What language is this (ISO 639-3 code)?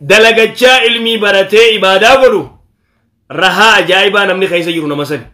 orm